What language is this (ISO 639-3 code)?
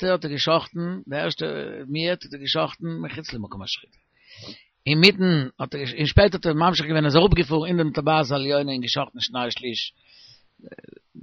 yid